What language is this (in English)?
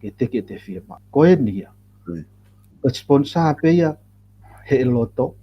Tongan